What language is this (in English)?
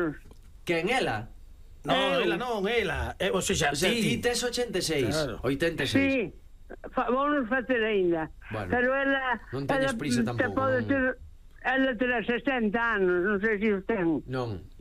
Galician